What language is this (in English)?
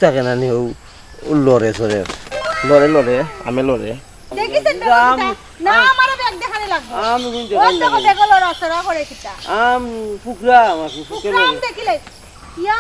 Sylheti